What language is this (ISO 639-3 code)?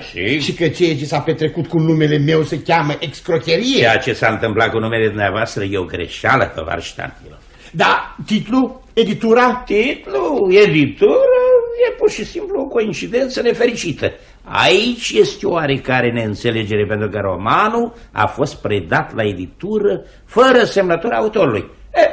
ron